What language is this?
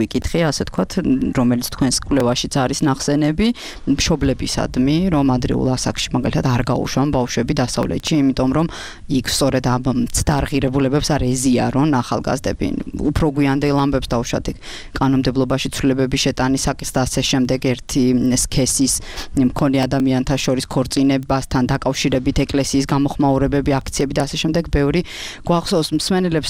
Georgian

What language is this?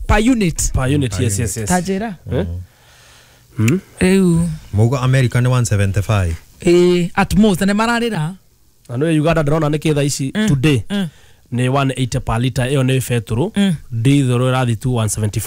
Kikuyu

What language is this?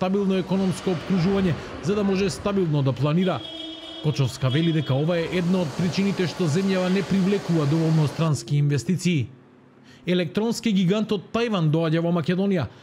Macedonian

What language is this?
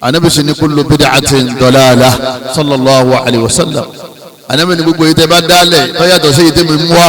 Yoruba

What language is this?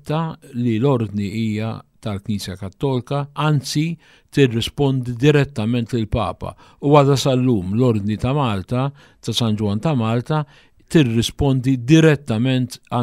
Maltese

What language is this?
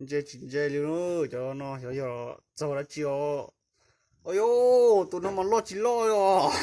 Hmong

